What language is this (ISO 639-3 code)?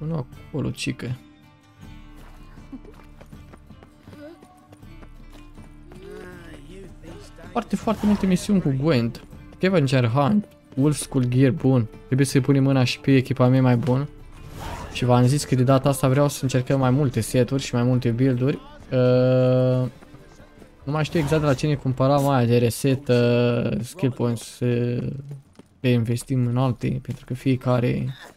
ron